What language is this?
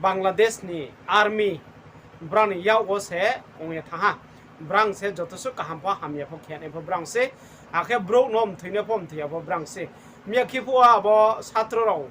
Riang (India)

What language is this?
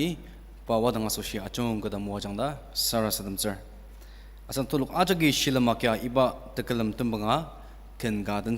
Ao Naga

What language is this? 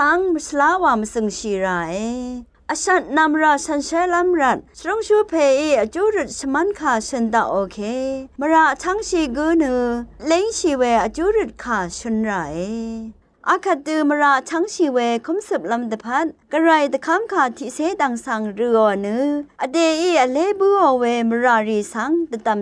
Rawang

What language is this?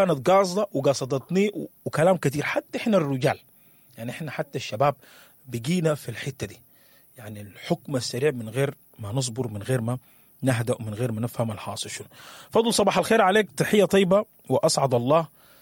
Sudanese Arabic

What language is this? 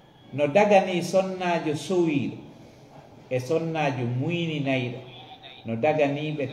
Fula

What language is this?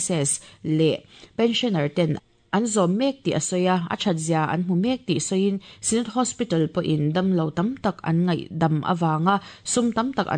Mizo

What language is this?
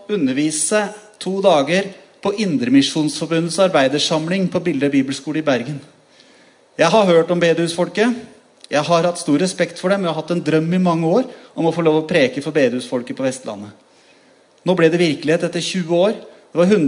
Norwegian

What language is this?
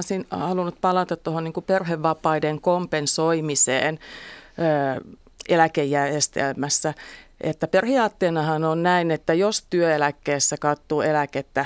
Finnish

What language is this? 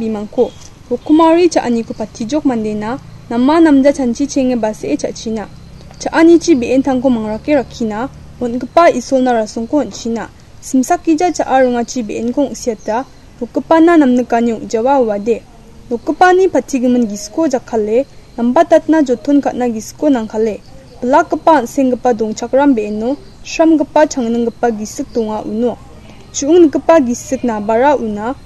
Garo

